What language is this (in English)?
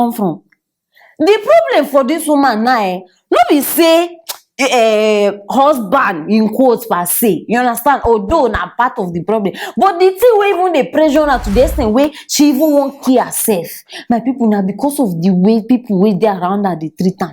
Nigerian Pidgin